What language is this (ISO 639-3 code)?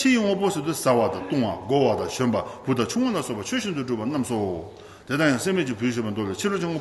bod